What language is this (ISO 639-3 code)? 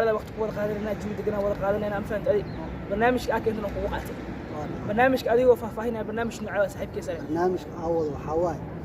som